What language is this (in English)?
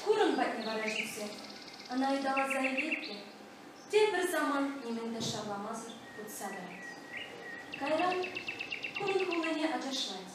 Chuvash